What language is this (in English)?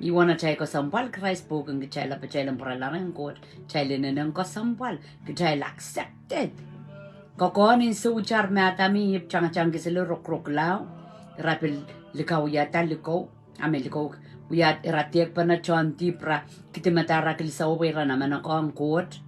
Pohnpeian